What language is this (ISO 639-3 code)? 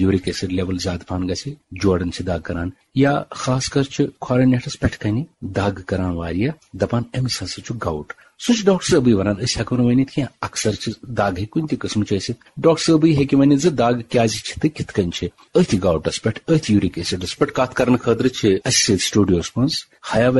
kas